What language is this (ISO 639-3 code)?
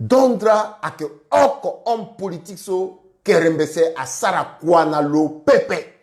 sag